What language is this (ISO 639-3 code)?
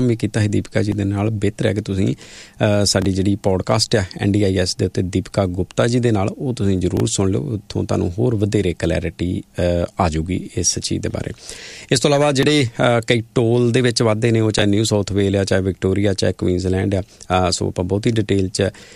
pan